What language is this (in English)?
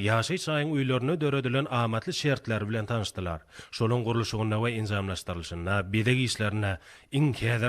Turkmen